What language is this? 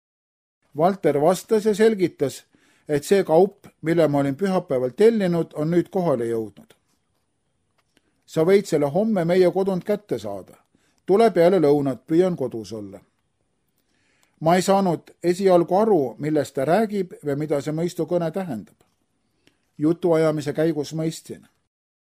Estonian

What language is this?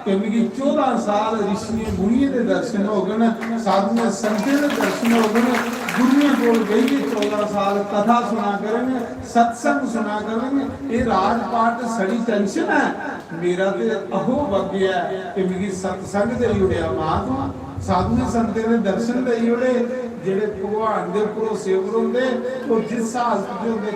Dogri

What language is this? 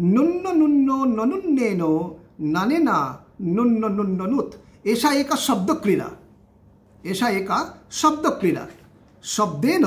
Sanskrit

